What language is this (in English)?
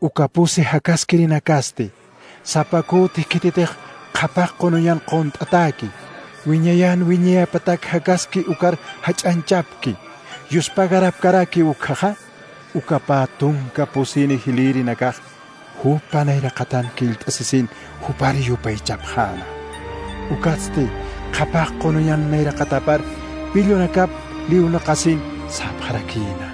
Aymara